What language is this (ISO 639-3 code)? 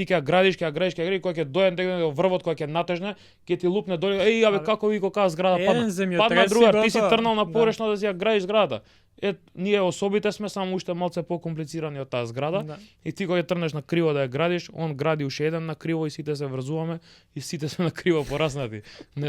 mkd